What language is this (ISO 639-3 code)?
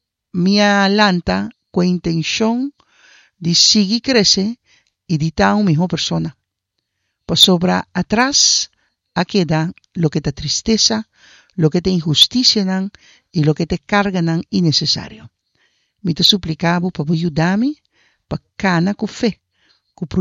pap